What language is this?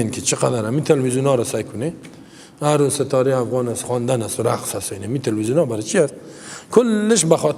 Persian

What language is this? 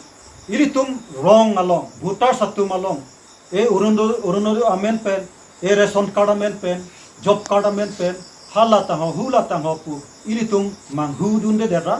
Karbi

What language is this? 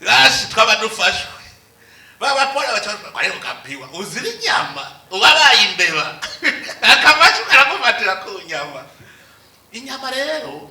Rundi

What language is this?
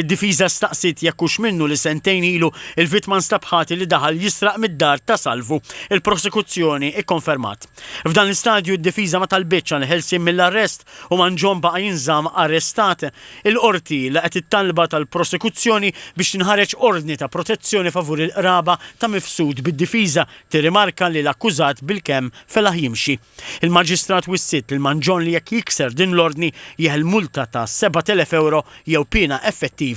Maltese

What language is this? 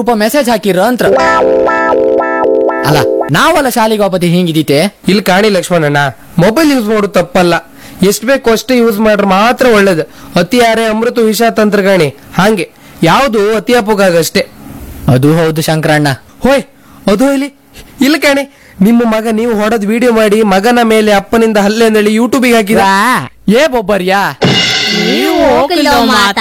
Kannada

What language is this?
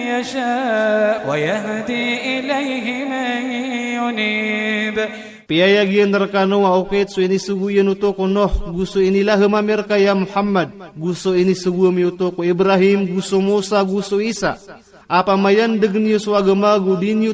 Maranao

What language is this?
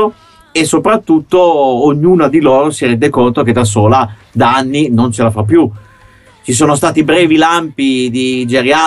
Italian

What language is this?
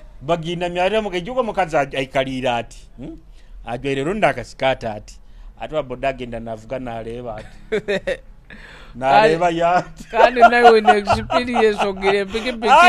Nyoro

